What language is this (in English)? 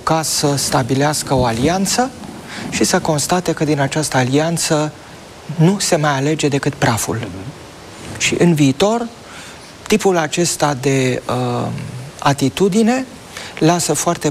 Romanian